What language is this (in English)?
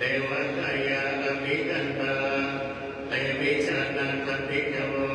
Pali